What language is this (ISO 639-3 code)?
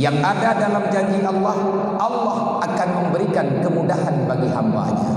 ace